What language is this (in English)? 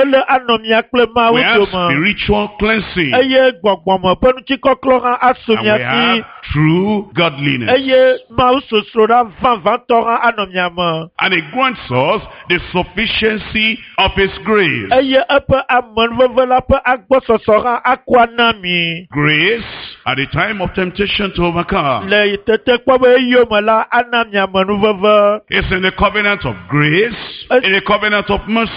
Ewe